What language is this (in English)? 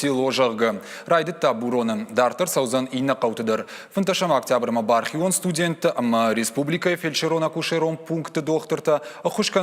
Ossetic